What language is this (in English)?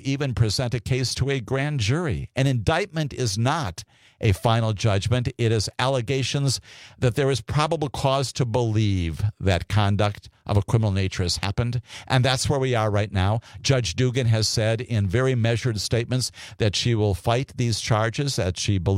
English